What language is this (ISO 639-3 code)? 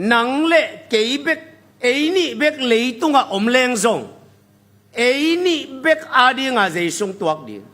ctd